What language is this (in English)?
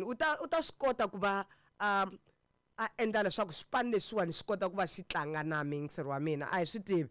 Tsonga